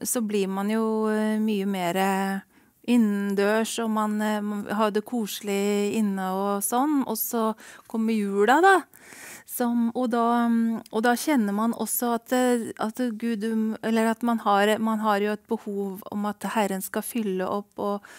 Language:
Norwegian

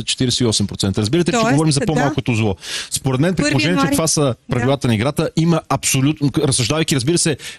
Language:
Bulgarian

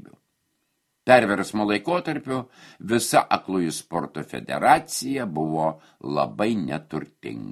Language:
Lithuanian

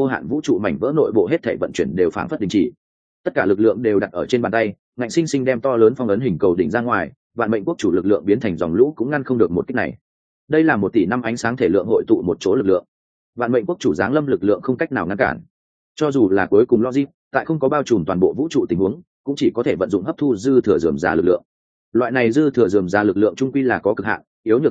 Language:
Vietnamese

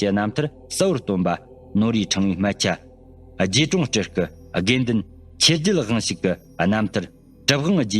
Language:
Tibetan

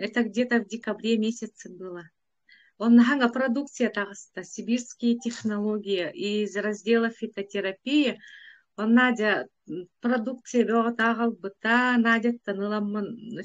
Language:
Yakut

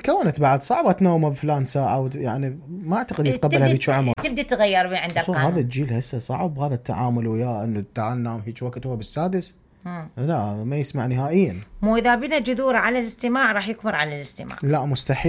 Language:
Mesopotamian Arabic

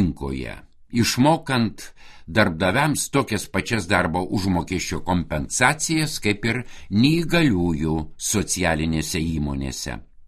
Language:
Lithuanian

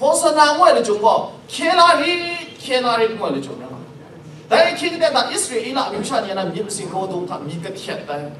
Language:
Kachin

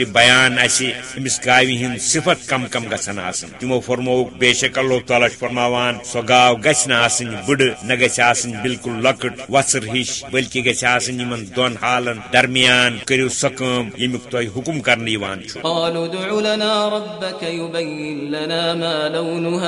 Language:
Kashmiri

